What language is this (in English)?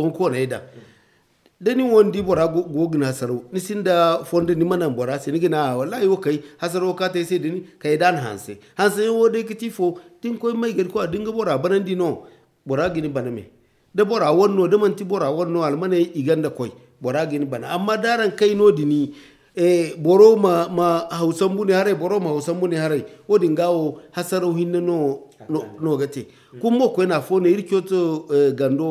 Zarma